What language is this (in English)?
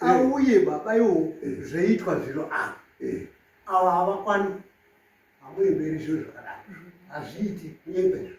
Shona